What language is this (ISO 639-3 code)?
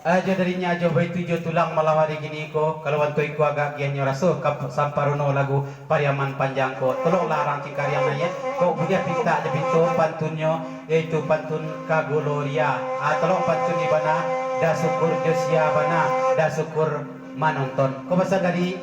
min